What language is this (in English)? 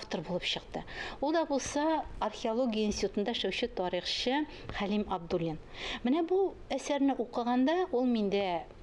Tatar